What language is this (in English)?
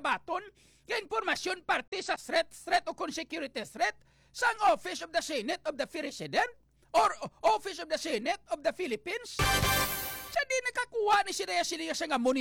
Hiligaynon